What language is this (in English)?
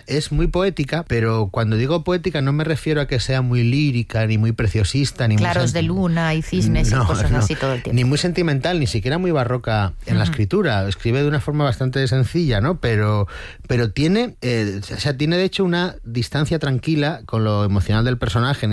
Spanish